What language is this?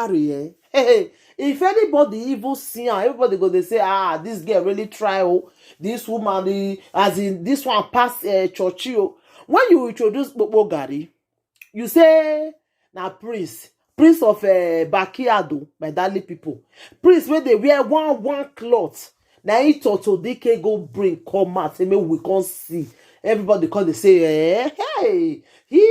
Nigerian Pidgin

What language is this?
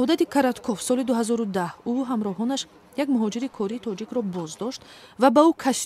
Tajik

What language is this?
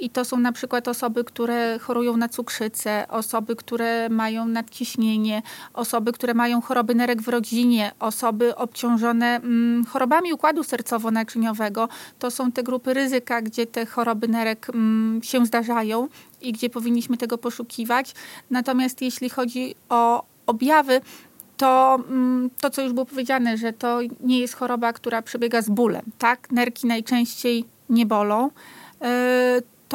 Polish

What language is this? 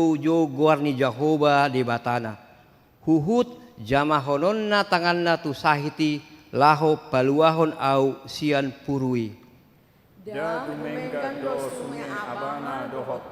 Batak Toba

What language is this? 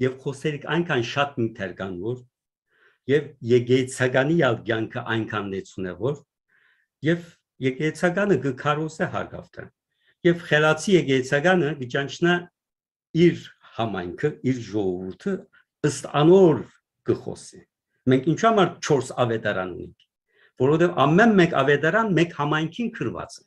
Western Armenian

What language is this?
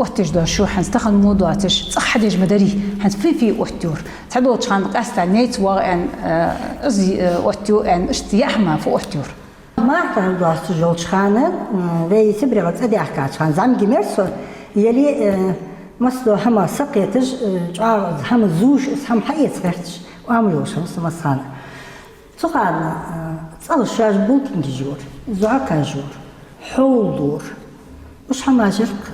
Ingush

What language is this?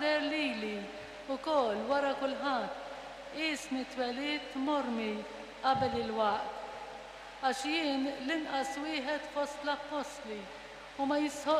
Maltese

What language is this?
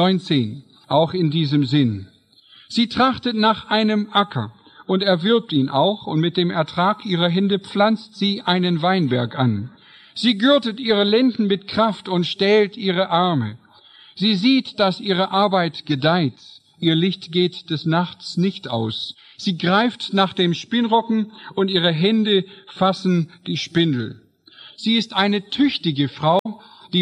German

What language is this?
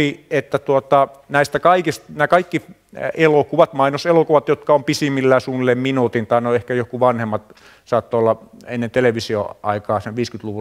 Finnish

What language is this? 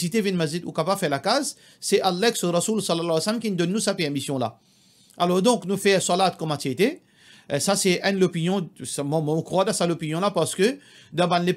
Morisyen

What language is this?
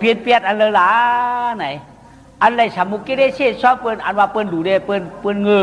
Shan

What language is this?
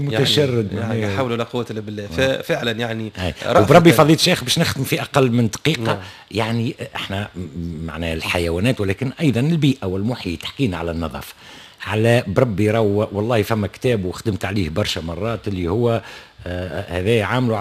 Tunisian Arabic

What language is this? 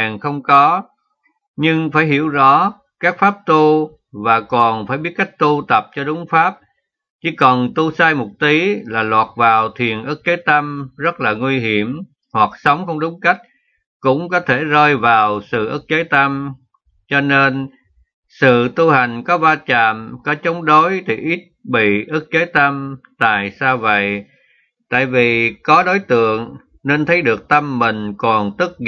Vietnamese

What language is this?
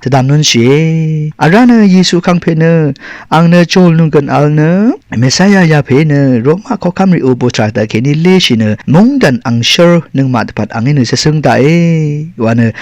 Rawang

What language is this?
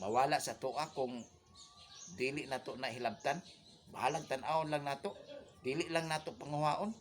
Cebuano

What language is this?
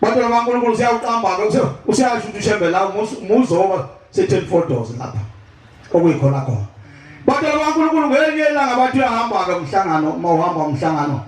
Zulu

